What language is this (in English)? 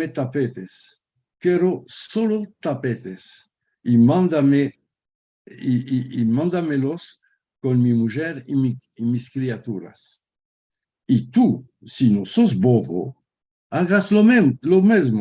Ladino